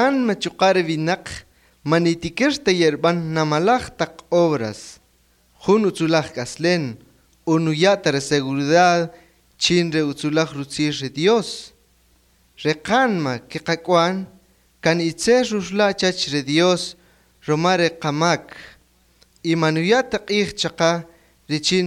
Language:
Kaqchikel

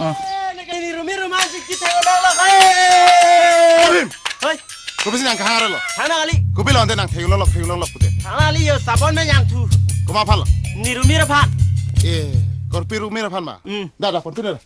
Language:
Karbi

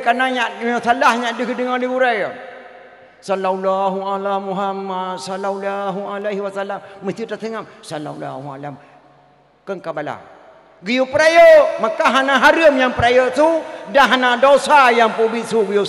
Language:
Achinese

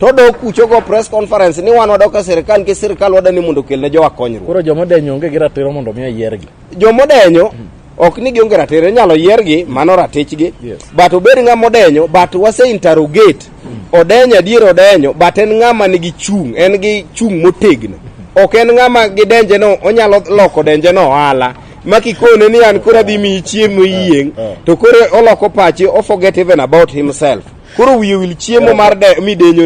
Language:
Luo (Kenya and Tanzania)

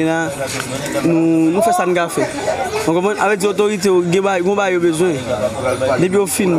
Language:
Haitian Creole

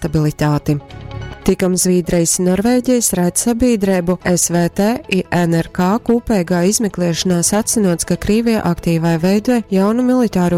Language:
Latgalian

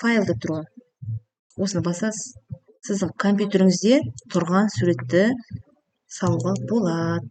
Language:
Kazakh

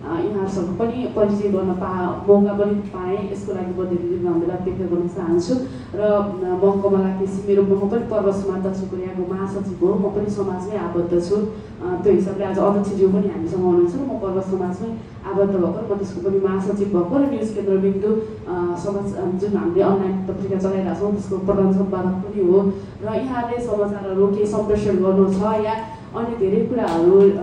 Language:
Nepali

